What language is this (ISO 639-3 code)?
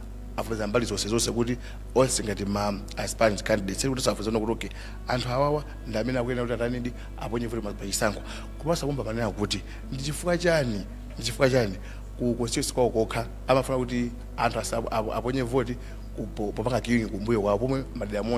nya